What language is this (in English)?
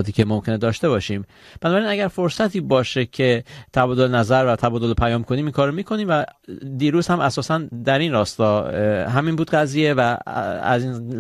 Persian